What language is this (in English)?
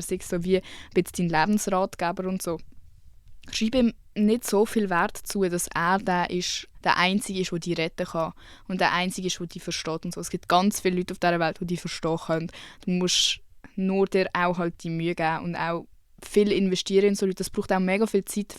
Swiss German